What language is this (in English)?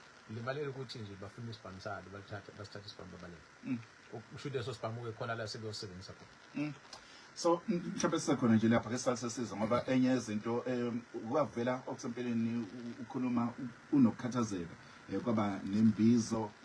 Zulu